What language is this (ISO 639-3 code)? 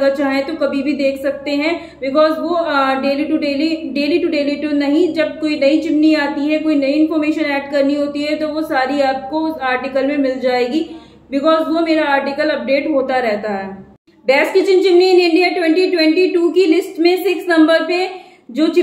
hin